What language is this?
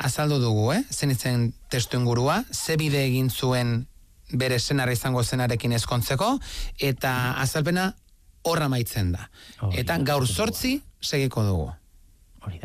Basque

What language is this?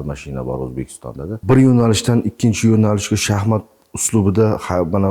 Uzbek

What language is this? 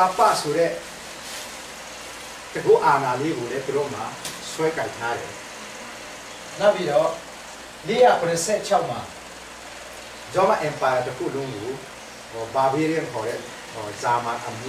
Burmese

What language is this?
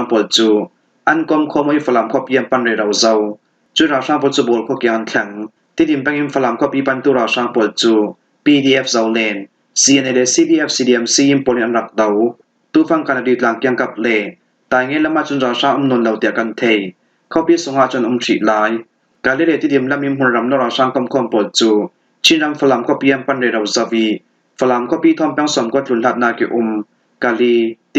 Falam Chin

